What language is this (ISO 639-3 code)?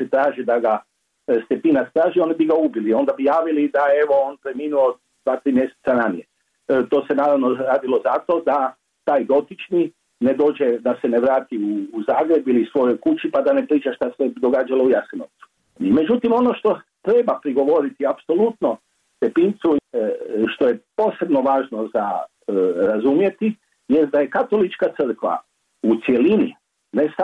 hrv